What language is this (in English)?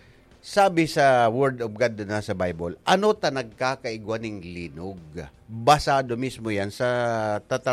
Bikol